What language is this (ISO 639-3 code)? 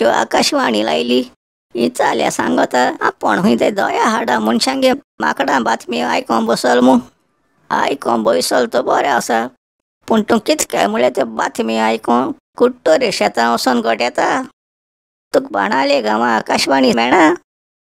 kok